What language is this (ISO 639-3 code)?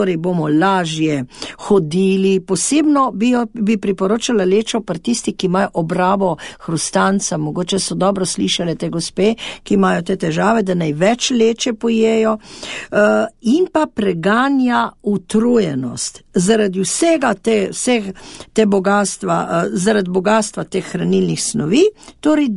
slv